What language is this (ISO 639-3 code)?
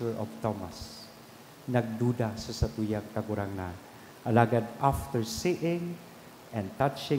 bik